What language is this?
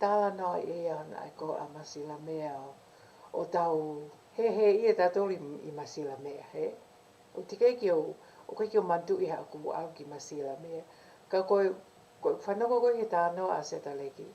Tongan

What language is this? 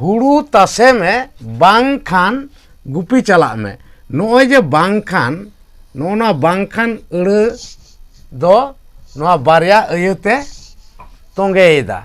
Santali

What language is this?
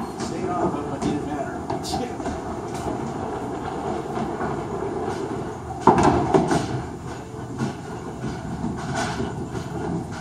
English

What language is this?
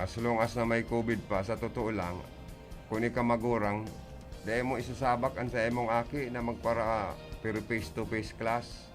Bikol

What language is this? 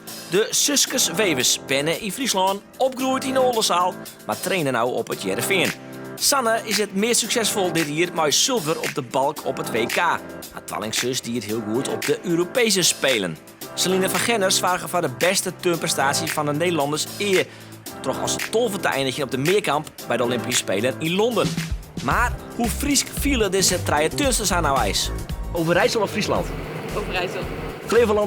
Western Frisian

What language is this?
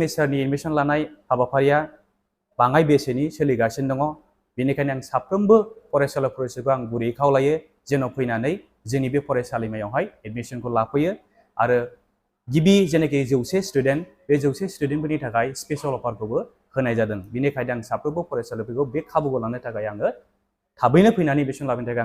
Bodo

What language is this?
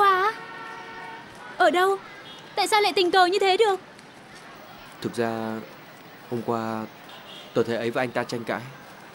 Vietnamese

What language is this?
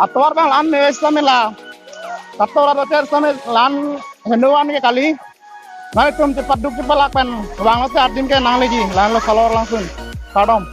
Karbi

